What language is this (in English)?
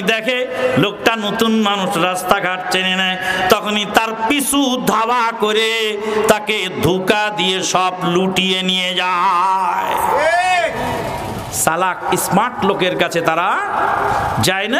Bangla